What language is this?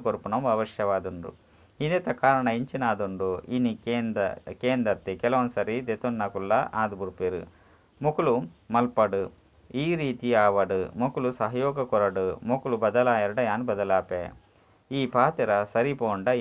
Tulu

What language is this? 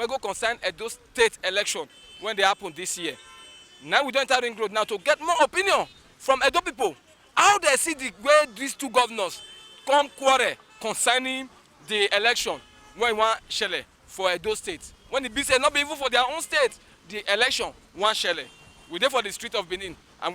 Nigerian Pidgin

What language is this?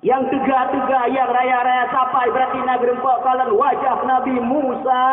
Achinese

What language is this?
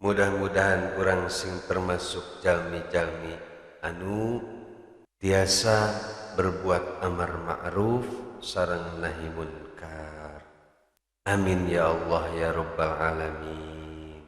Sundanese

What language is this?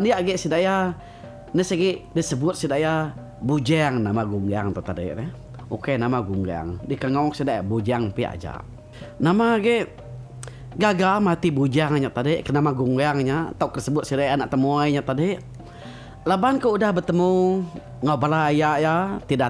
Iban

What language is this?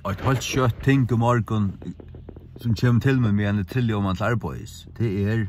Faroese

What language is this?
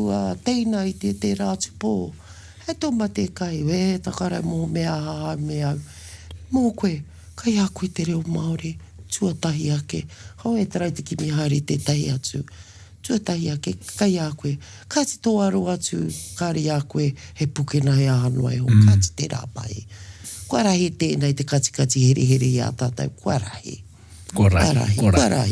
Māori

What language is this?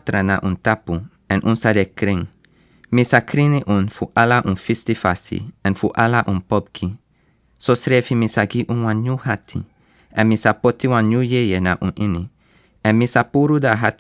Sranan Tongo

